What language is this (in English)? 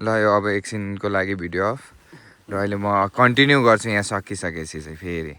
Nepali